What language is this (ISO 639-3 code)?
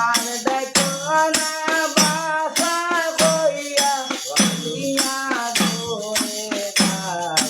syl